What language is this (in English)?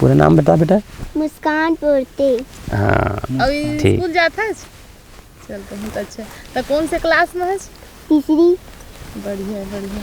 Chhattisgarhi